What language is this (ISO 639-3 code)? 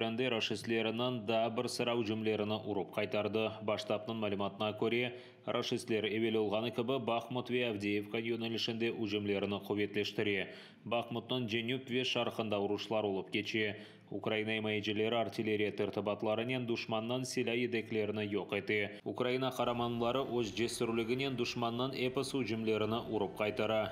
crh